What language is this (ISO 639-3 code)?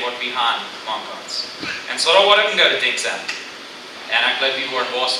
pdt